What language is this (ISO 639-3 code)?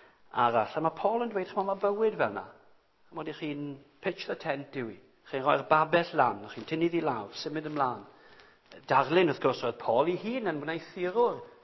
cym